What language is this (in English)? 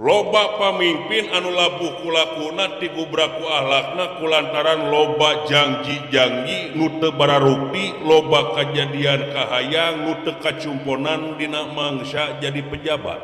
Sundanese